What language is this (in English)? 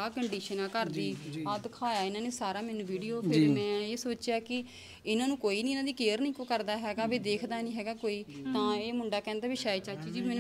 Punjabi